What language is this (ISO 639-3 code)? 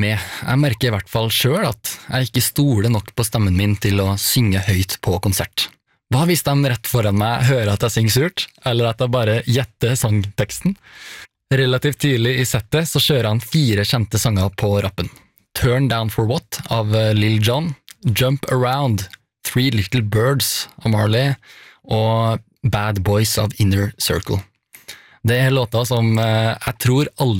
nor